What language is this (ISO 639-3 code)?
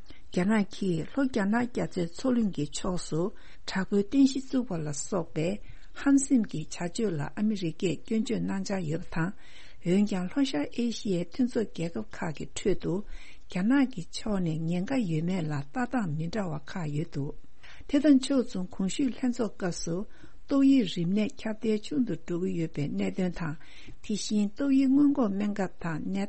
bod